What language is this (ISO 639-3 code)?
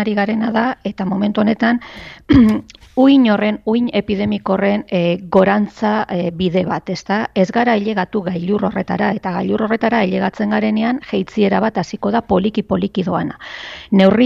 eus